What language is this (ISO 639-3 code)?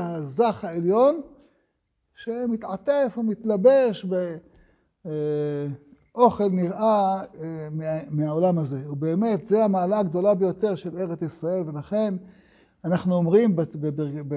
heb